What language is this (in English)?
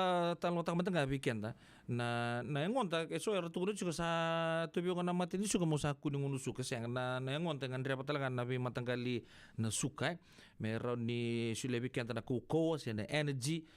Fijian